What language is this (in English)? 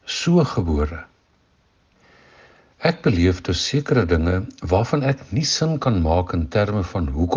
Afrikaans